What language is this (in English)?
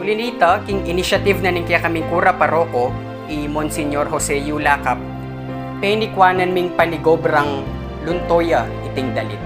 Pampanga